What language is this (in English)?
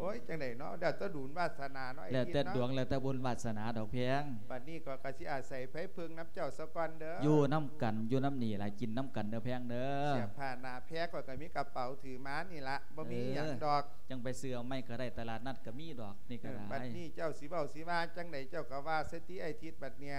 Lao